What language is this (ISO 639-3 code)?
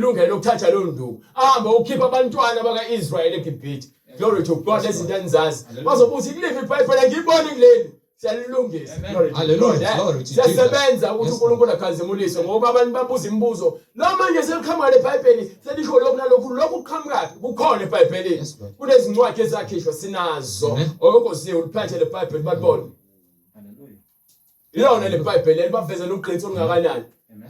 zul